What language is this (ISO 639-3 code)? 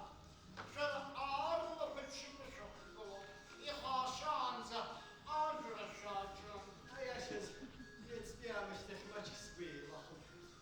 abk